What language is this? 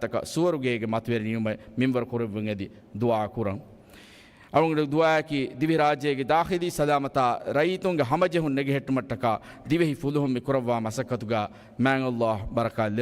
Divehi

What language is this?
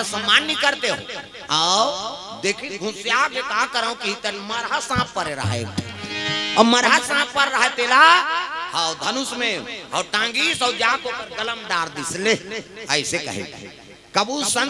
Chhattisgarhi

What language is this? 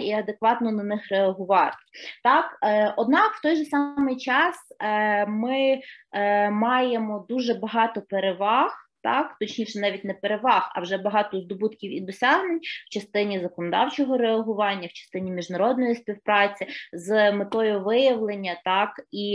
Ukrainian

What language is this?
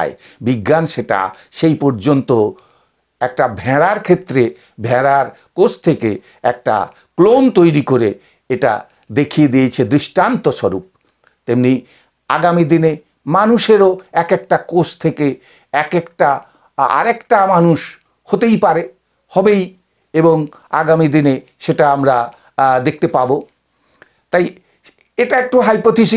Bangla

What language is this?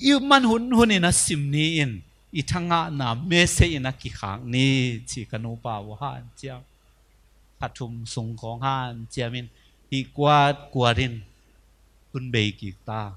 Tedim Chin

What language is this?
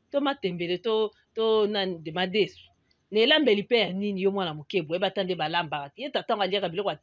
Lingala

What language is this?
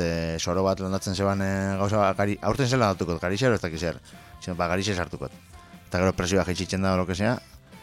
Basque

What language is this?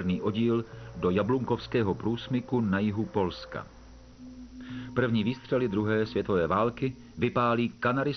Czech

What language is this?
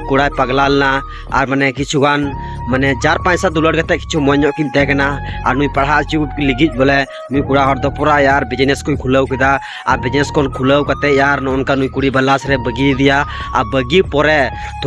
Santali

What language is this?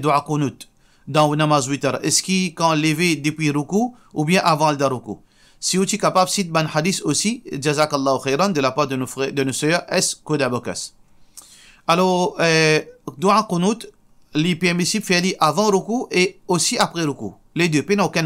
Morisyen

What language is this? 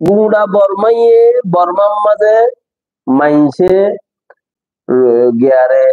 Rohingya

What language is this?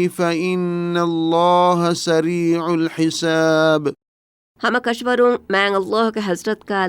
Divehi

